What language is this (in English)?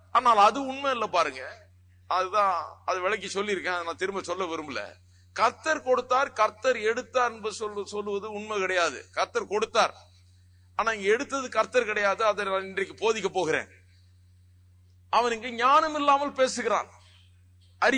Tamil